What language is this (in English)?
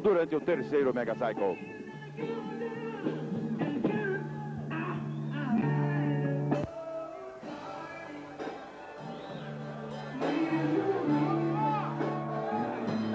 Portuguese